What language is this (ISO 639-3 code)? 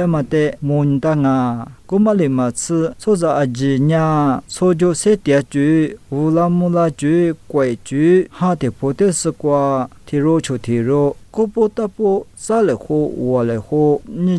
lis